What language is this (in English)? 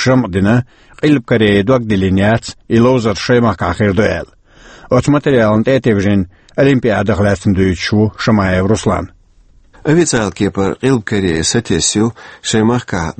Chechen